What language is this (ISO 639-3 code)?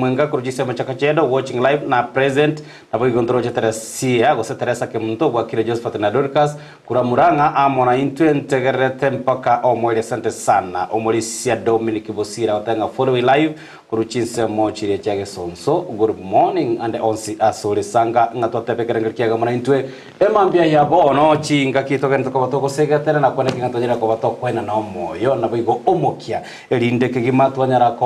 guz